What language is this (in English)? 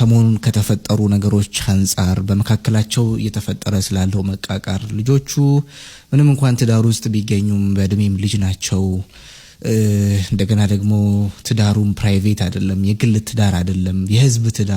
Amharic